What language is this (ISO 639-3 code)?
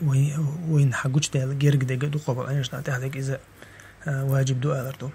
che